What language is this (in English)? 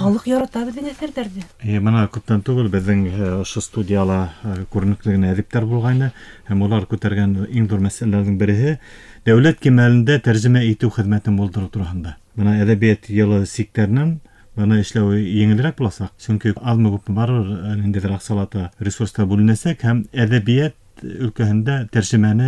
Bashkir